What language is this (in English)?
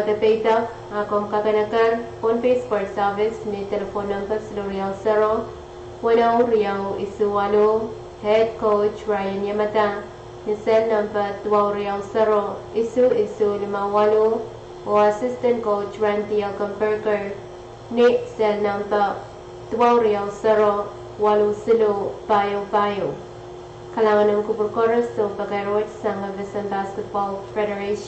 Pohnpeian